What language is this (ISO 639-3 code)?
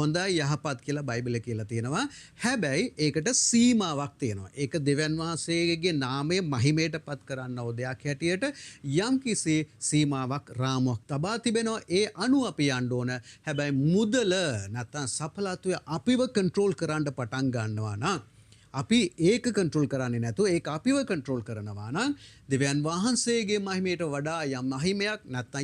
sin